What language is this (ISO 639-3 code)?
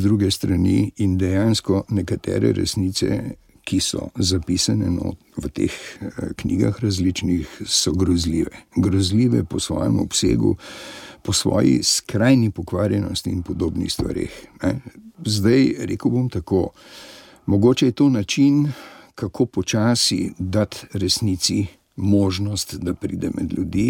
slv